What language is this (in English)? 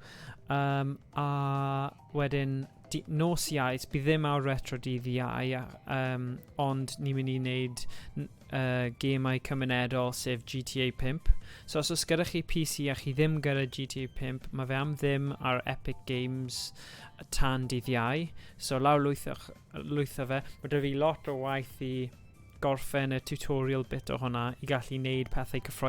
Welsh